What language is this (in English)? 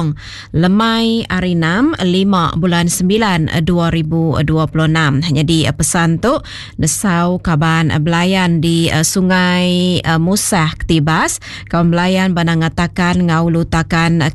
Iban